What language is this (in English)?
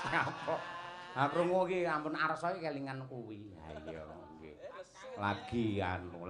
Javanese